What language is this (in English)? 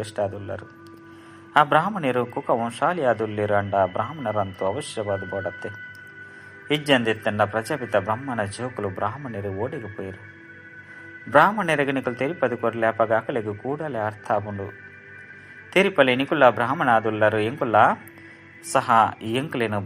Tulu